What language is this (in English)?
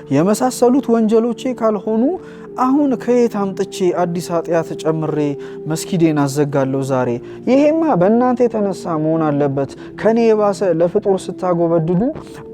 Amharic